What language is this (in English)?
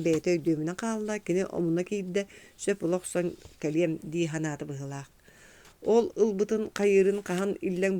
Yakut